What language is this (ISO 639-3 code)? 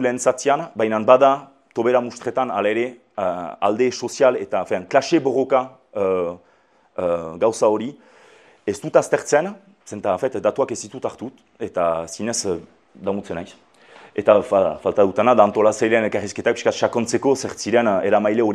eus